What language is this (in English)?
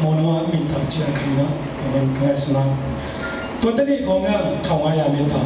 Tedim Chin